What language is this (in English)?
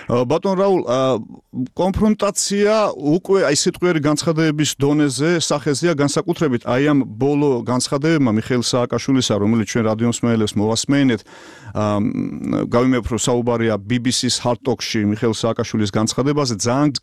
Georgian